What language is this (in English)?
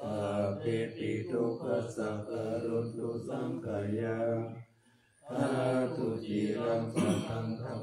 Pali